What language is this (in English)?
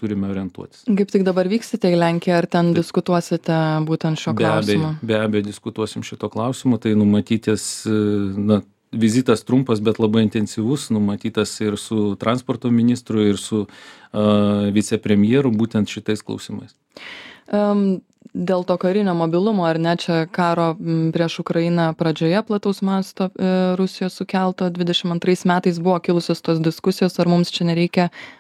Lithuanian